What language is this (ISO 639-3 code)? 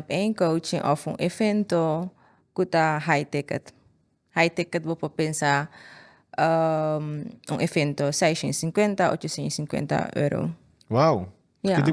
pap